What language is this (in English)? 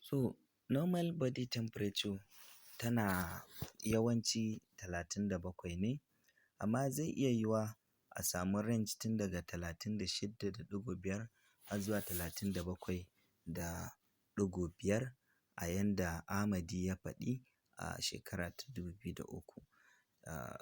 Hausa